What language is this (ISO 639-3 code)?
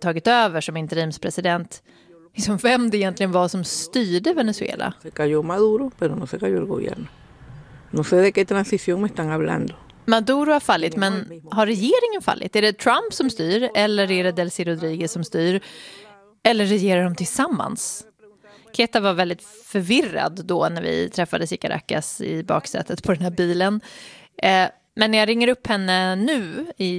swe